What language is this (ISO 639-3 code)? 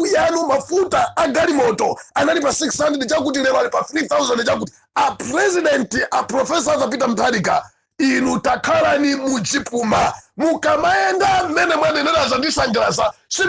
nya